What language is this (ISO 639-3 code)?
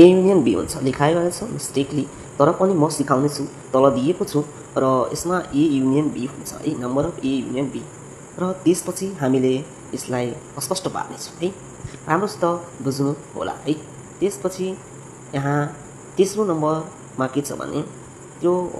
nep